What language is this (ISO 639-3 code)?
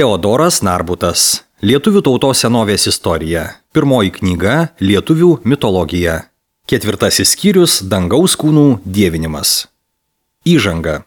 lit